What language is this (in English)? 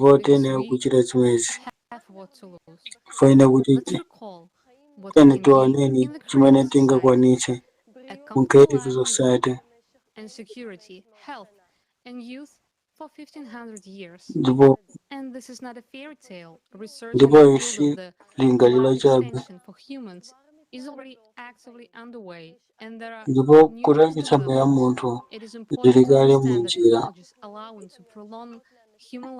Nyanja